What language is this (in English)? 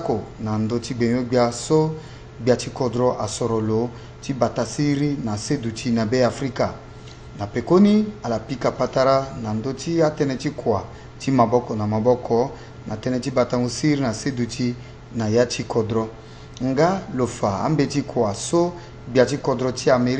Sango